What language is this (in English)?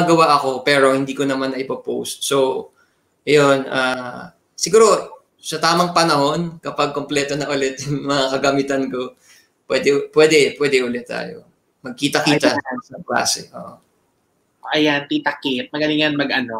Filipino